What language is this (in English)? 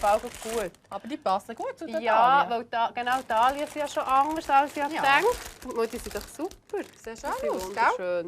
Swiss German